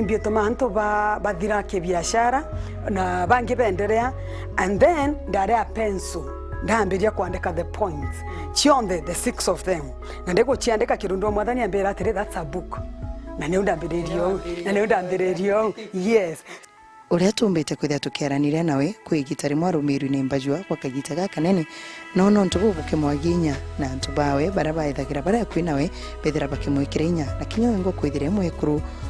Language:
Meru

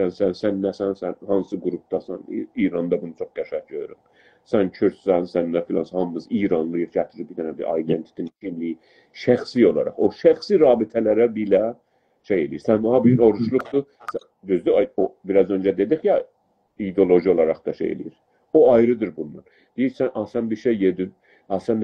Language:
South Azerbaijani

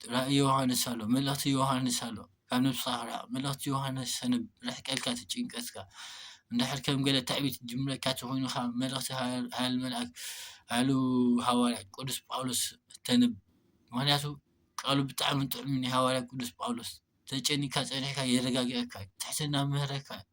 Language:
Tigrinya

